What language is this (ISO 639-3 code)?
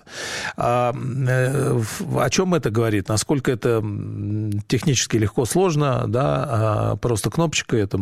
rus